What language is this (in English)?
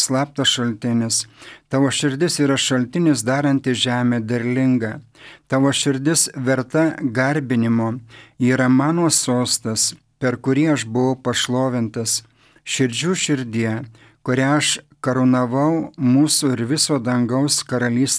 Lithuanian